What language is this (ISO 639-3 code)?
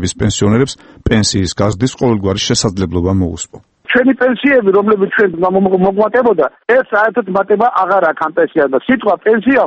kat